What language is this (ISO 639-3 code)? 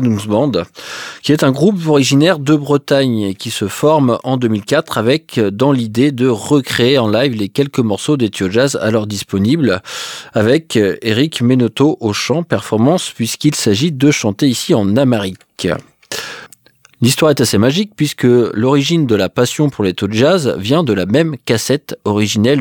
fra